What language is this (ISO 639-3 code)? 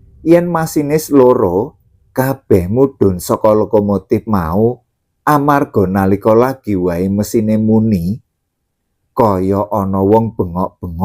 jav